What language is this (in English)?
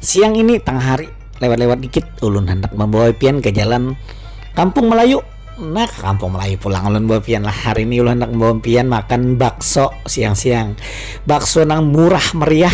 Banjar